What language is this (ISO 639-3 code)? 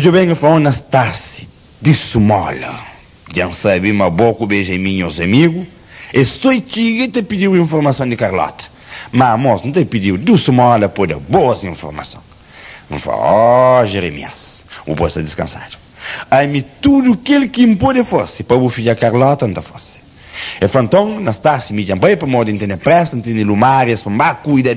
kea